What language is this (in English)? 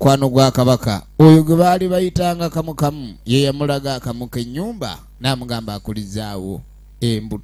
Ganda